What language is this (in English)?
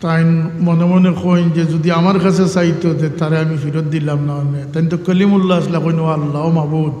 Sylheti